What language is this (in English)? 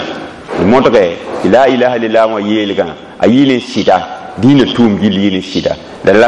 Mossi